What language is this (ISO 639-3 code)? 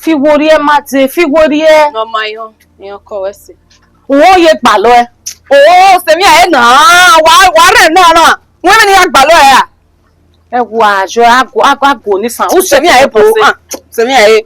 bin